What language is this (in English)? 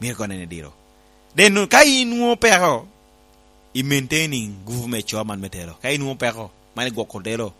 Lango (Uganda)